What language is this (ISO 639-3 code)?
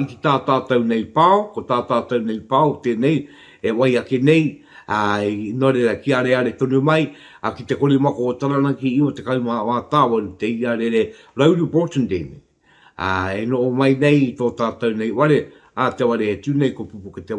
mri